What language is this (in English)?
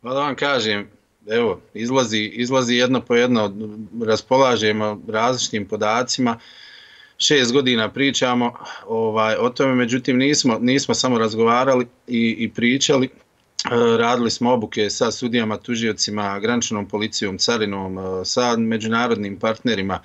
Bosnian